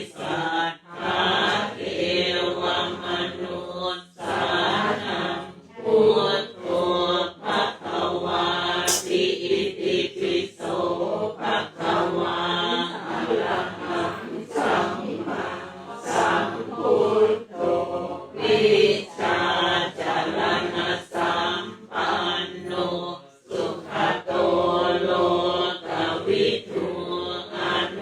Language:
Pali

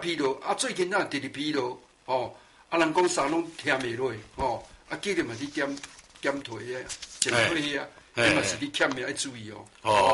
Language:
Min Nan Chinese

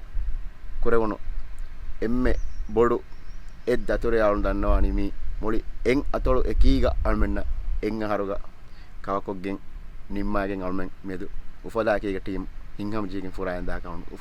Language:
Divehi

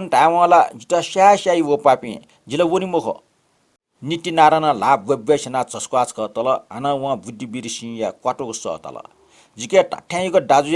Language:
Newari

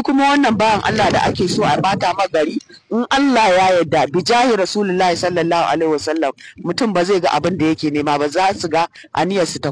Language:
Hausa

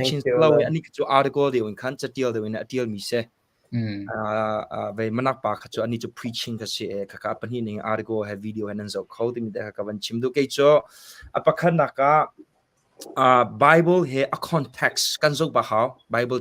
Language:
Hakha Chin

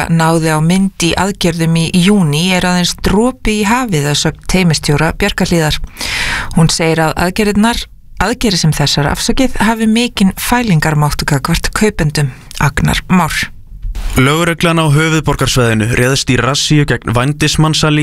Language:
Icelandic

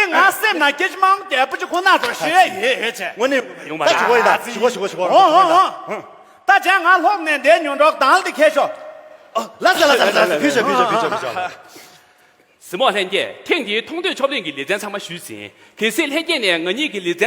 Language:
Tibetan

